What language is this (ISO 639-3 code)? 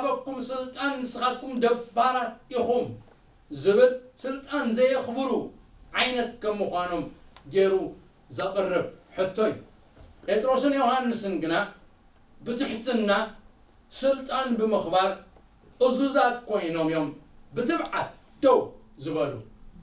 tir